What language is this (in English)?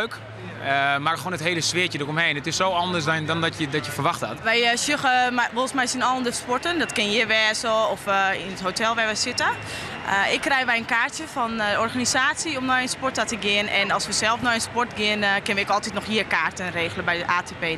Western Frisian